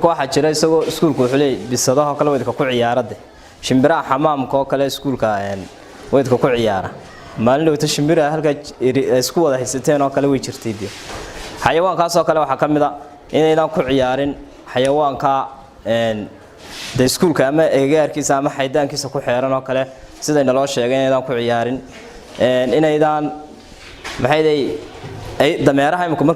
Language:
Somali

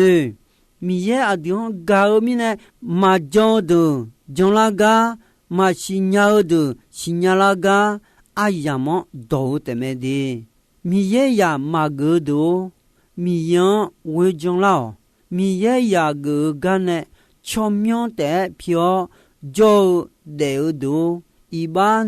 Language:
Akha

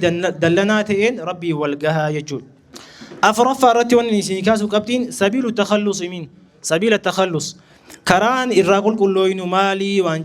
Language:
Oromo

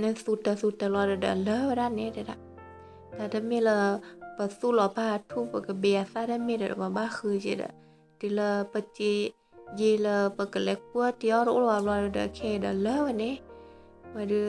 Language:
S'gaw Karen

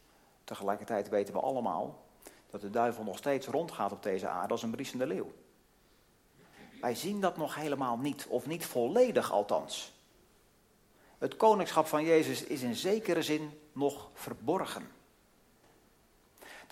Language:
Dutch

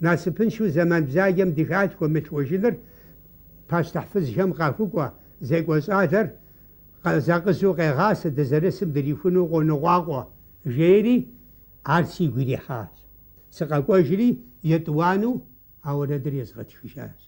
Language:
Kabardian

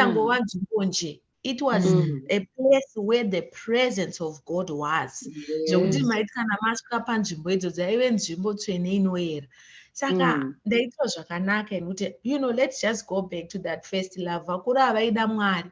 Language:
Shona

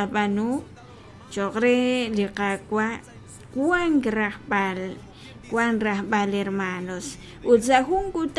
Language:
Kekchí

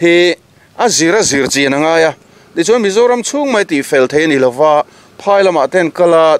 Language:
Mizo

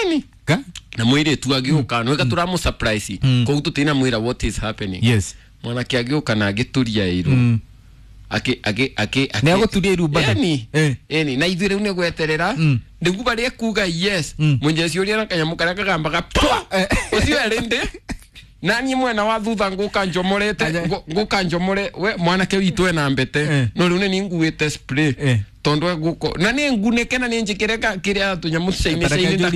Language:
Kikuyu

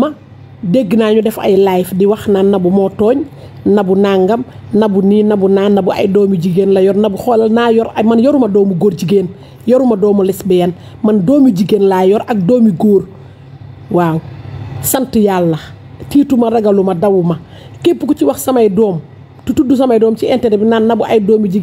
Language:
Wolof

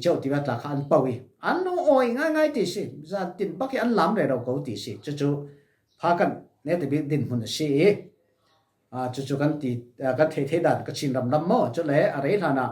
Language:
Falam Chin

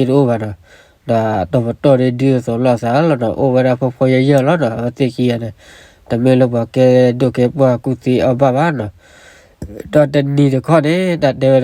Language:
S'gaw Karen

